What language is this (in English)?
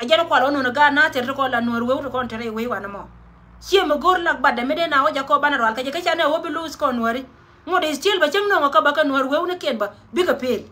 Nuer